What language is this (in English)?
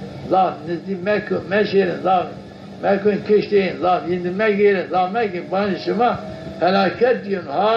Zaza